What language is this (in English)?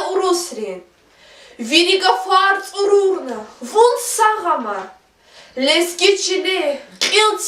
Lezghian